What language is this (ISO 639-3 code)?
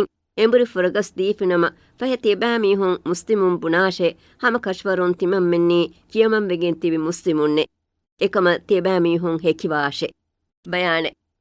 div